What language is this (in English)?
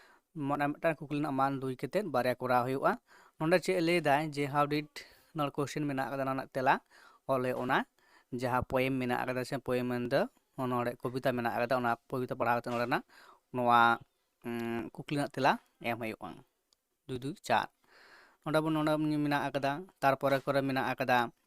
Santali